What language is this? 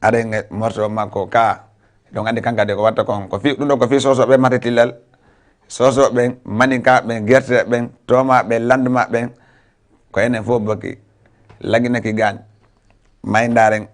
Fula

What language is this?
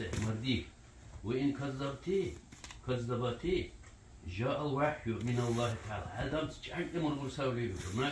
Dargwa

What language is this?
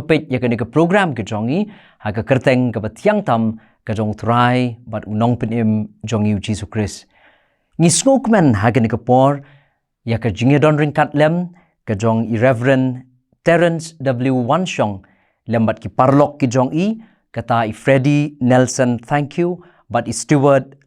Khasi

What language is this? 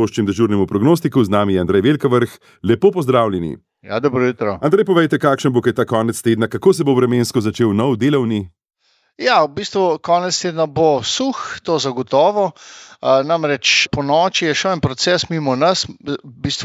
Slovenian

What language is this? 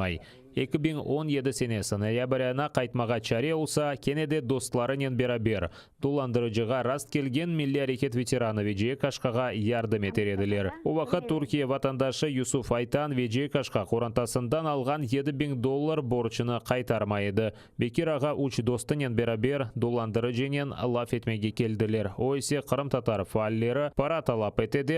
Crimean Tatar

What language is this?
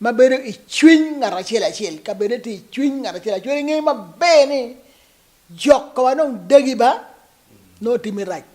Acoli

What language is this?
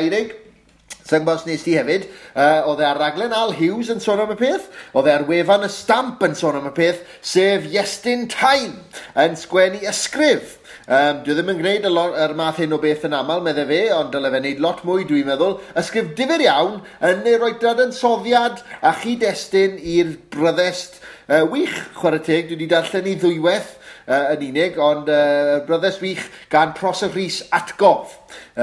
Welsh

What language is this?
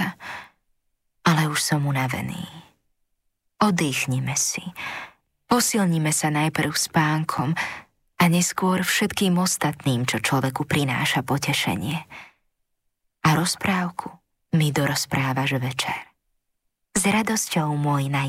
Slovak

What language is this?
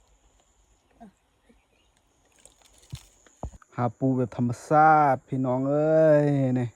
Lao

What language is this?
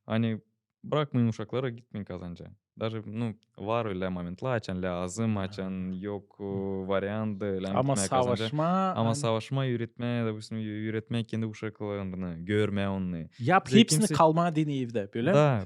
Gagauz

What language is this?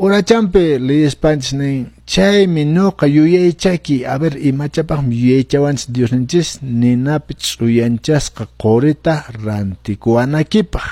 Quechua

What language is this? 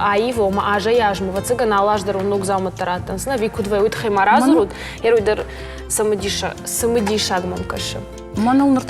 Ossetic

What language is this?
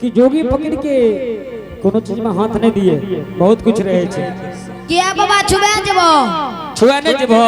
Angika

